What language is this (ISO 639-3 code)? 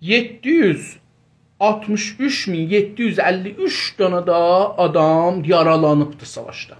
azb